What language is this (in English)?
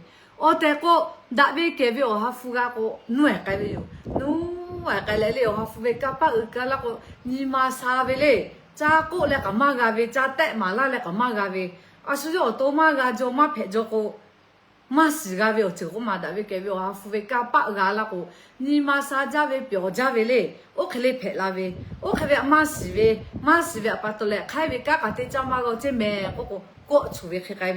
Lahu